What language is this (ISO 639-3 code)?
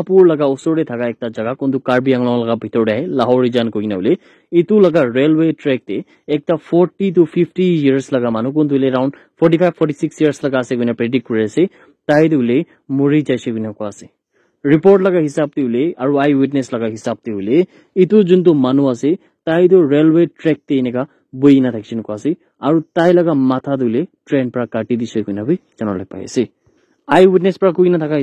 nag